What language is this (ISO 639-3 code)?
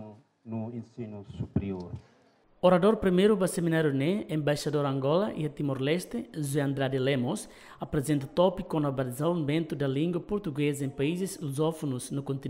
tet